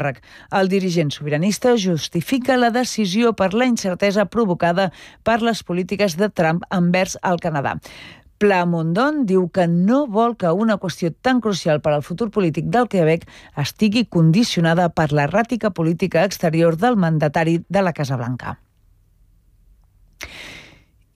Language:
Catalan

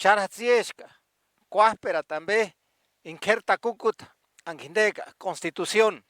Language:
Purepecha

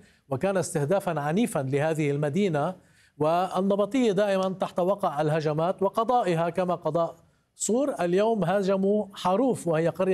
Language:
Arabic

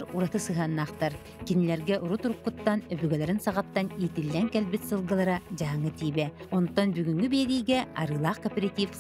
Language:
Yakut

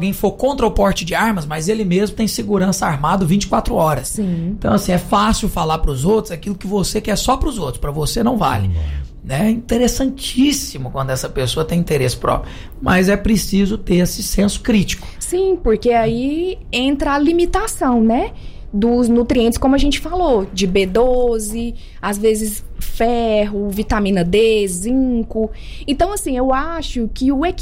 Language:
Portuguese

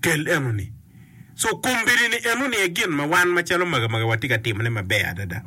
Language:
Acoli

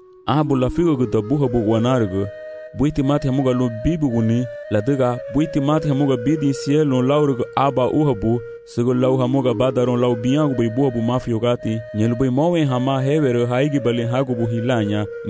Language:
Garifuna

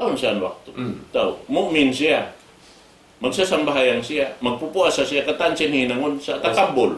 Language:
Tausug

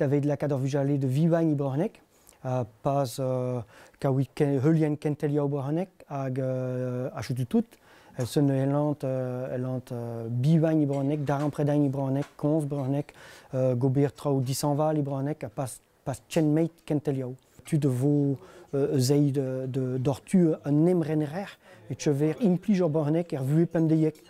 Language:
Breton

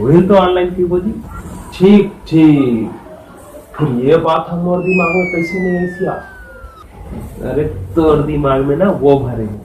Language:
Chhattisgarhi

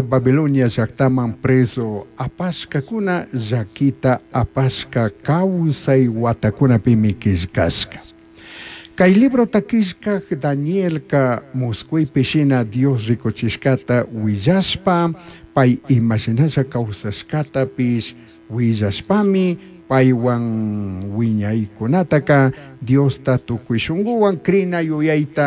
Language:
Chimborazo Highland Quichua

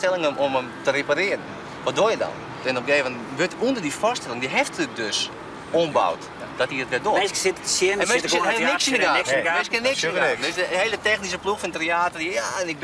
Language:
Western Frisian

